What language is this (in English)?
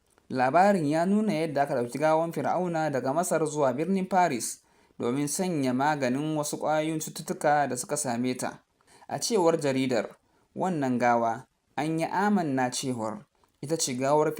Hausa